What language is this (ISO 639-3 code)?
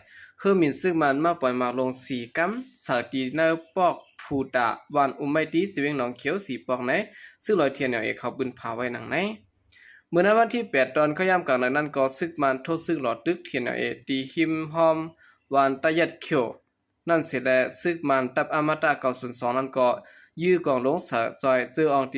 shn